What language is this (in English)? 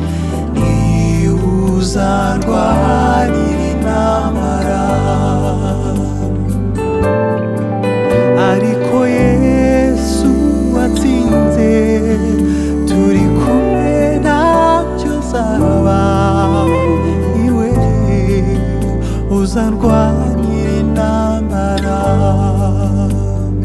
Kinyarwanda